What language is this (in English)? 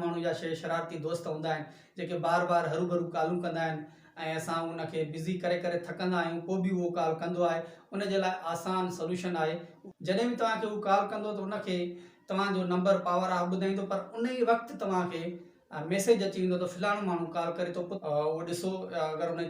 Sindhi